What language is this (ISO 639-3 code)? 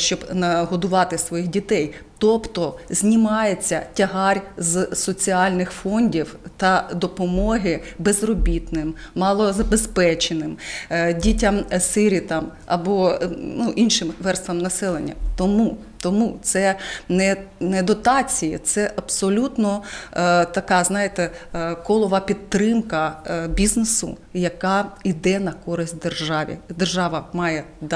ukr